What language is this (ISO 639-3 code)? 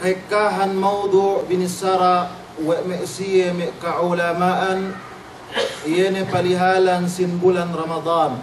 yka